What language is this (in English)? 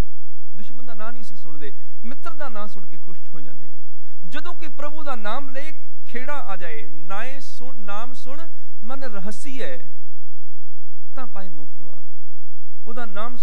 Punjabi